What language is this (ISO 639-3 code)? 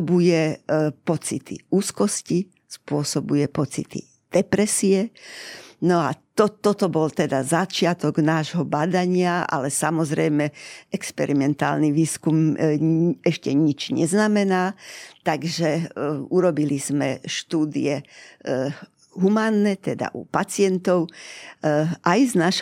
slk